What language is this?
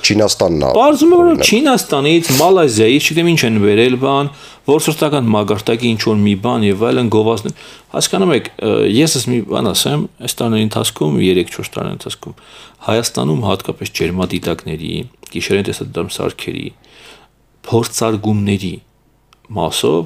Armenian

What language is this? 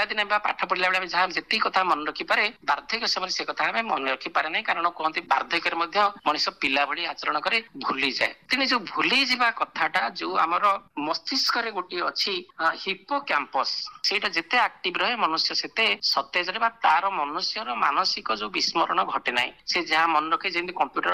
Odia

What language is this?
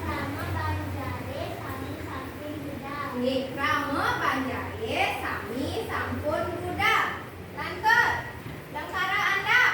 Balinese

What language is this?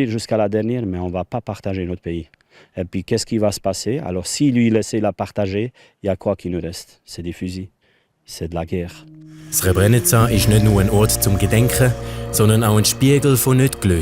Swiss German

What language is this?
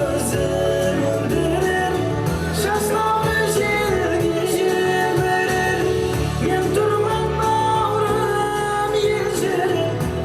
Kara-Kalpak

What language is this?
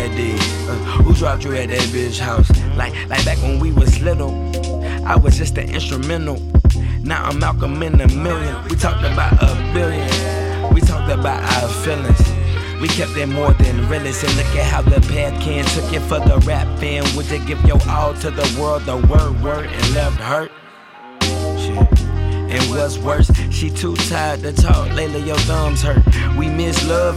English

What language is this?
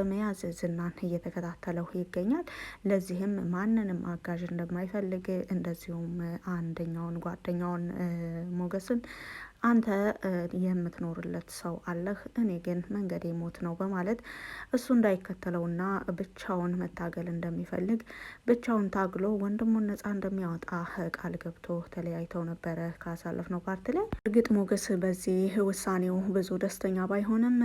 Amharic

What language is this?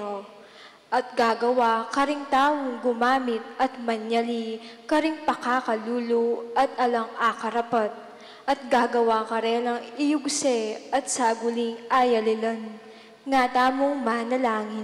Pampanga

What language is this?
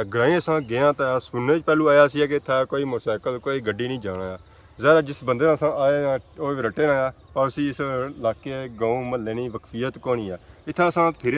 Pahari-Potwari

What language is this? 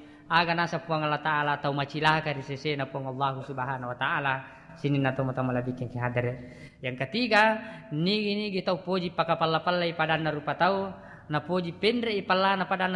Buginese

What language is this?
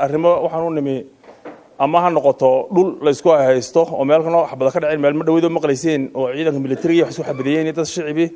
Somali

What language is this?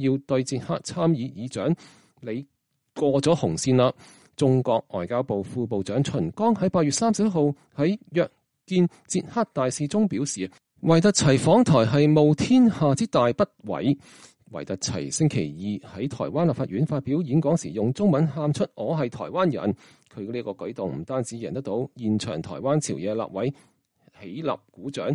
Cantonese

